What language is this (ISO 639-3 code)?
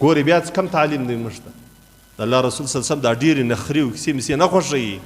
pus